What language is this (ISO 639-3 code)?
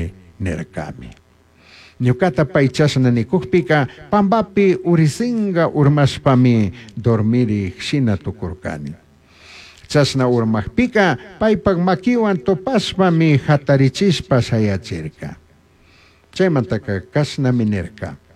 qug